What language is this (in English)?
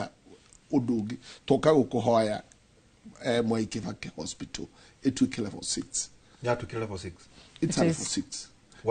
Kikuyu